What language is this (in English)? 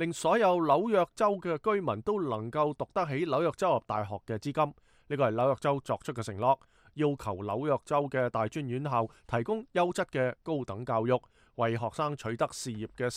Cantonese